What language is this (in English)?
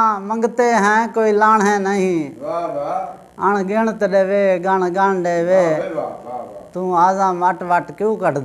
Saraiki